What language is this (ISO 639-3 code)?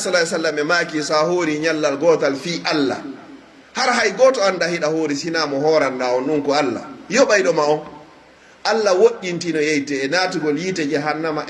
fuf